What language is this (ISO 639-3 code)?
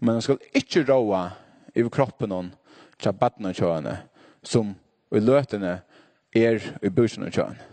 fao